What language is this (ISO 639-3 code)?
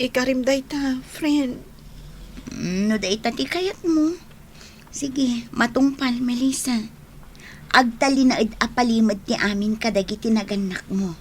ilo